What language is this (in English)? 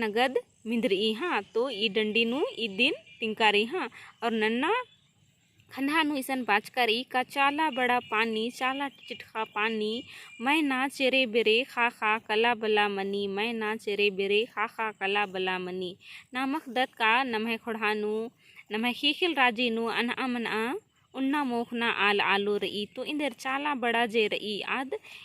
Kurukh